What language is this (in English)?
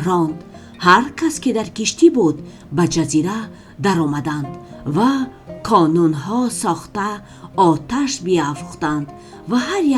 Tajik